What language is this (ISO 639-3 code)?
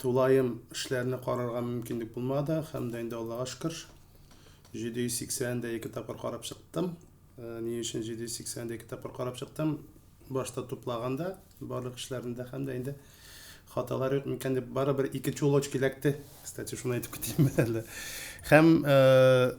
tat